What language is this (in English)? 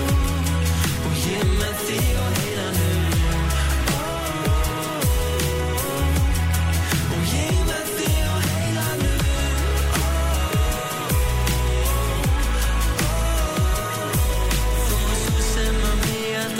Icelandic